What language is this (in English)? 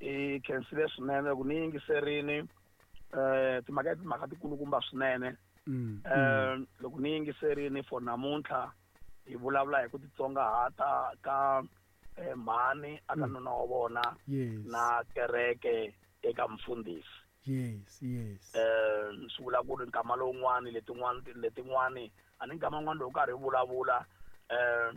Tsonga